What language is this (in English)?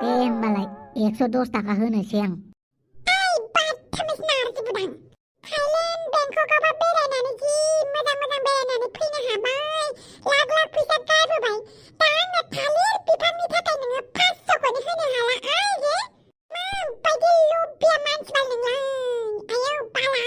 Bodo